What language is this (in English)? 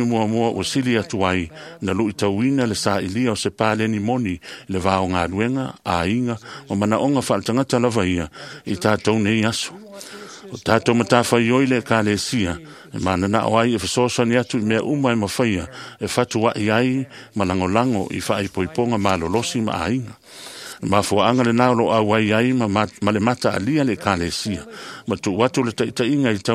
Samoan